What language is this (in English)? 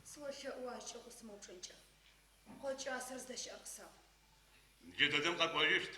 Adyghe